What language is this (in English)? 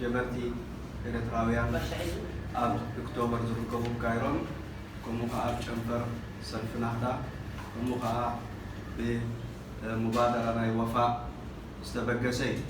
Tigrinya